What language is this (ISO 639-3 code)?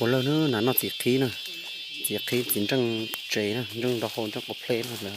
hmn